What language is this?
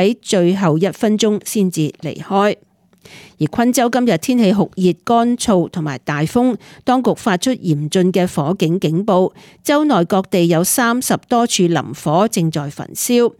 Cantonese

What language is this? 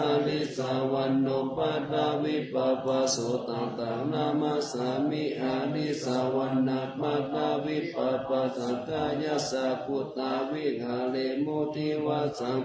Pali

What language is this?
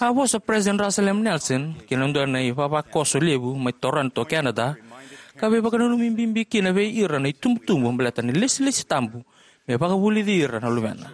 Fijian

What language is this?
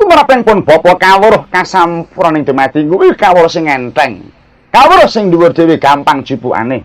Javanese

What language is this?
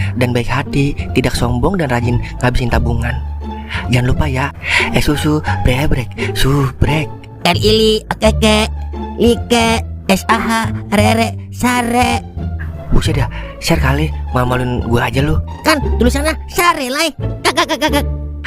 Betawi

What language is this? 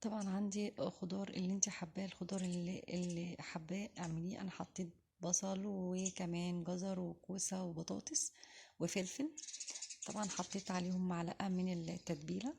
Egyptian Arabic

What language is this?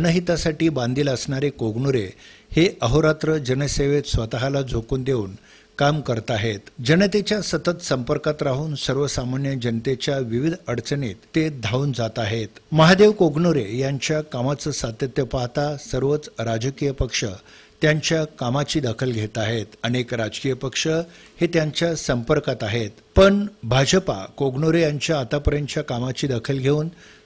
Marathi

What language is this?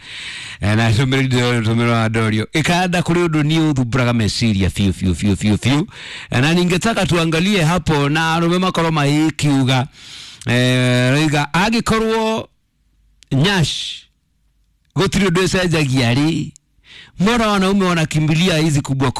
Kikuyu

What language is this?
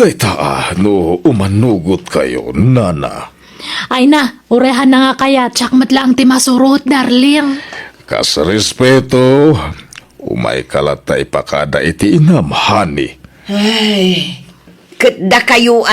Iloko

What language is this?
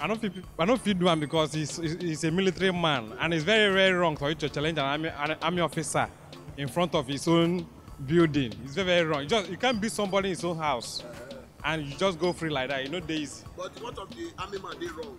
Nigerian Pidgin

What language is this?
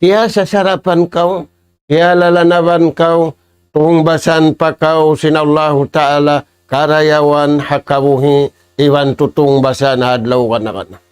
Tausug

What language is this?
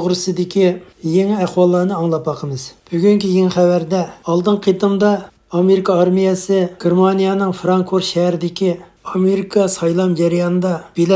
Uyghur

